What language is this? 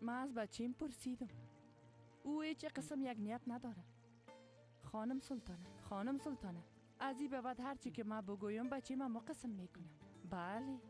Persian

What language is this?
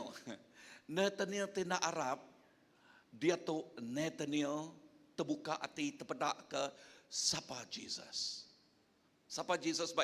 Iban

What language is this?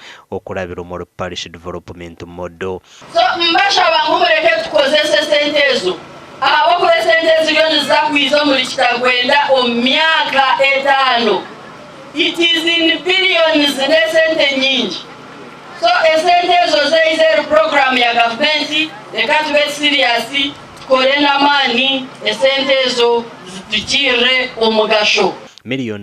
Nyankole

